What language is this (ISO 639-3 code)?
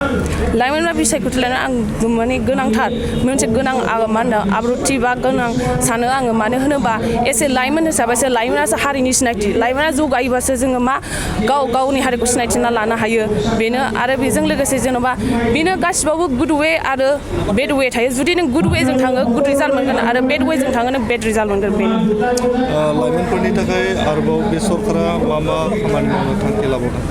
brx